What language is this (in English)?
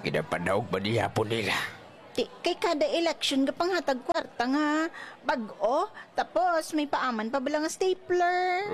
Hiligaynon